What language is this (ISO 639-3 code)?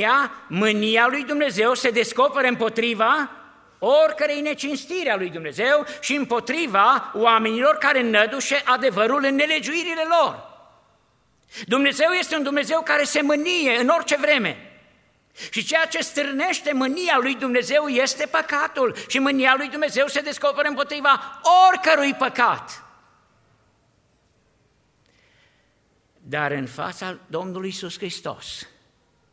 ron